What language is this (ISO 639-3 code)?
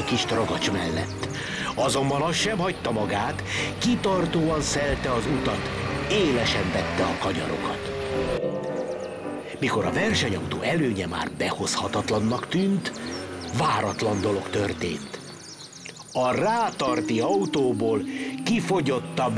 hun